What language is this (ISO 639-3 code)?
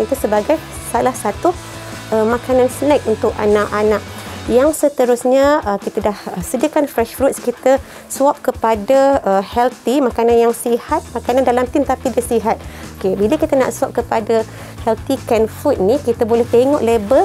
msa